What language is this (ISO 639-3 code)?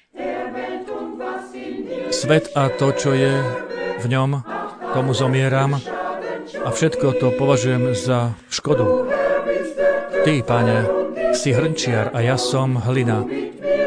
slk